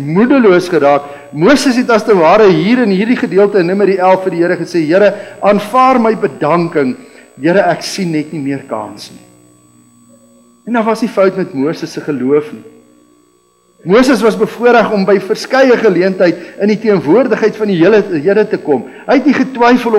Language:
Afrikaans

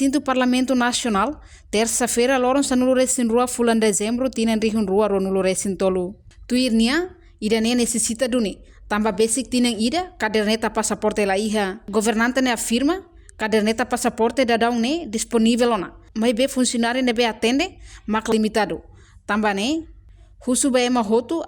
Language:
Tetum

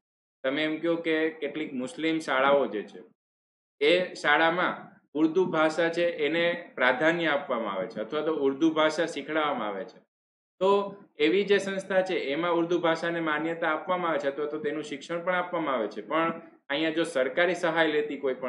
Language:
Gujarati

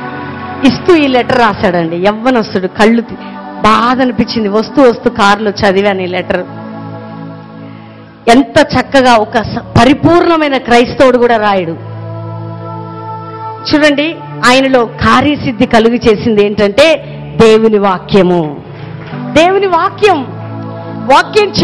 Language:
Telugu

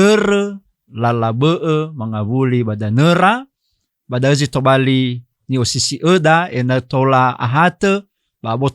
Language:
Nias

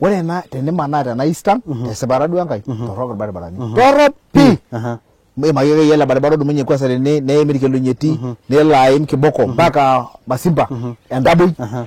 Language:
Masai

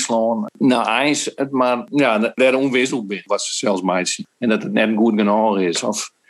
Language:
Western Frisian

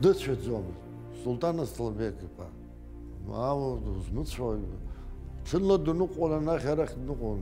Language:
Abkhazian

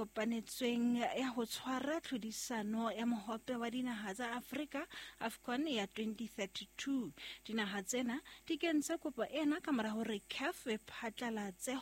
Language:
Southern Sotho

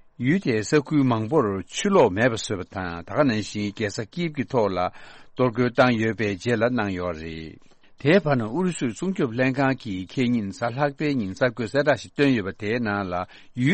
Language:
Tibetan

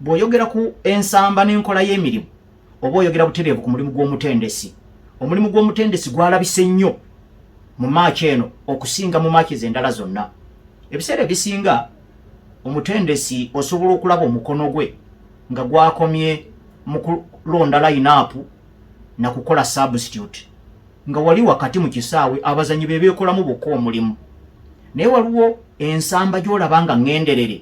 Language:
Ganda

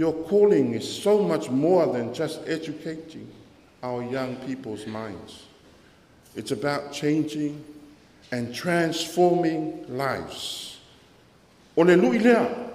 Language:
Samoan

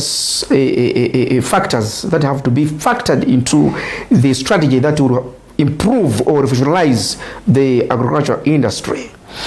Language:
Nyanja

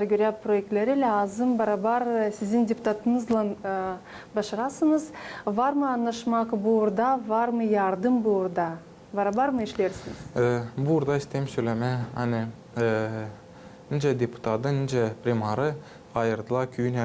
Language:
Gagauz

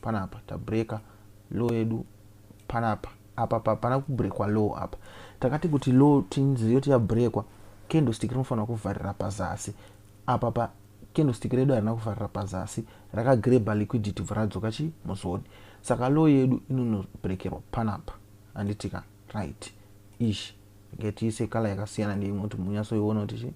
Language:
Shona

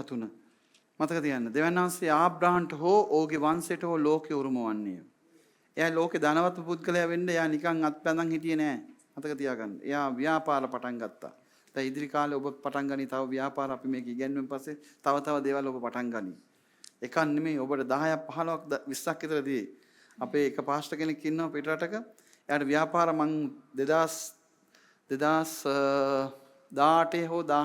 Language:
Sinhala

